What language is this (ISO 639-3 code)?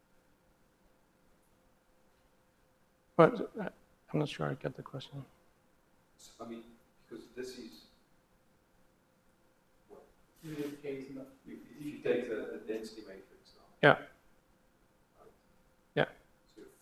eng